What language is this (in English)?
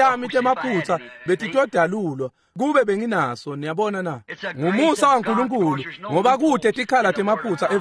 Swati